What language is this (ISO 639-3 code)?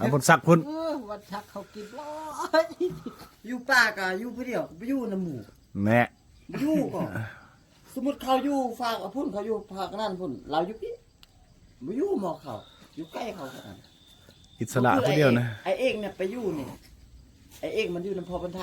lao